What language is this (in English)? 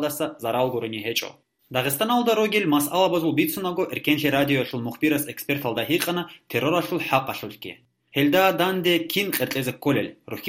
Avaric